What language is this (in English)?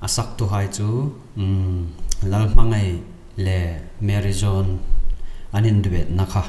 Hmar